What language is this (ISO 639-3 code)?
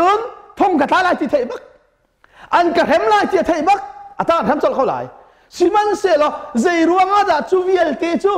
cnh